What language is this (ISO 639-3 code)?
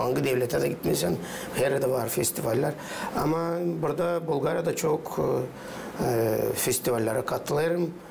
gag